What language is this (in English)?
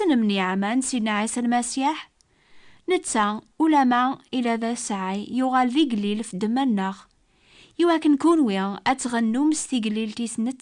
Kabyle